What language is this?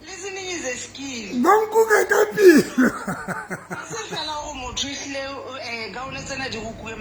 Southern Sotho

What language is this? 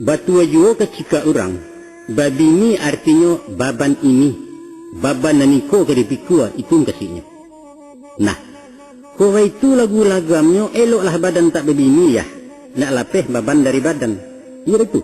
Minangkabau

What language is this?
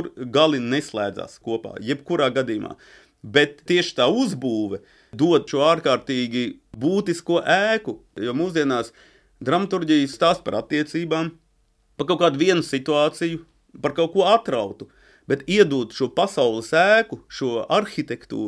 Latvian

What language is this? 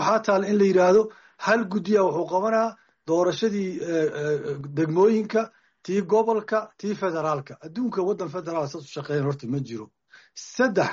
Somali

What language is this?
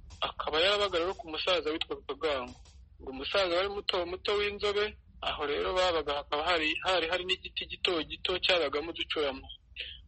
Kinyarwanda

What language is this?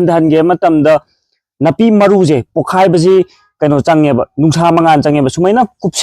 Manipuri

